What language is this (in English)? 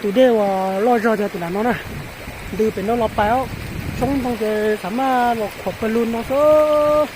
Hmong